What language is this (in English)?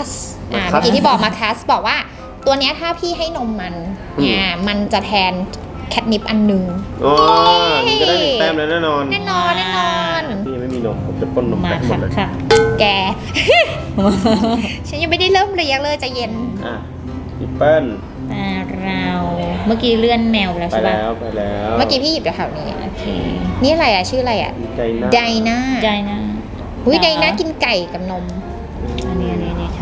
Thai